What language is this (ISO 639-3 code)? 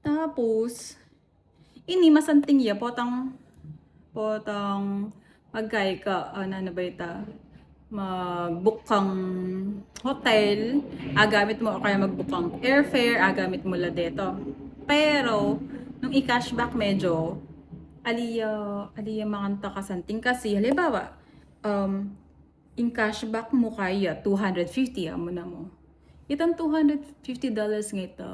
pam